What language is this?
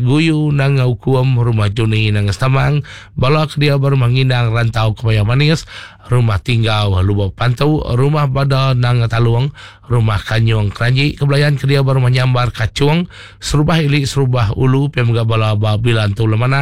Iban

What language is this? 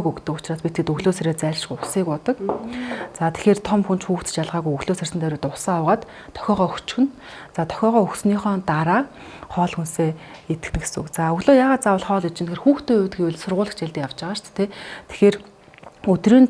Mongolian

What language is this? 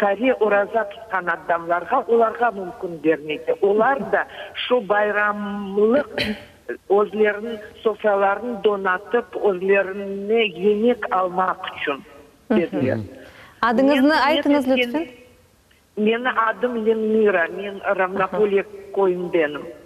Crimean Tatar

